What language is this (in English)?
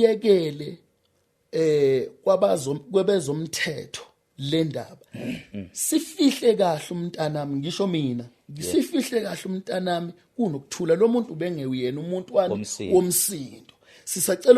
Zulu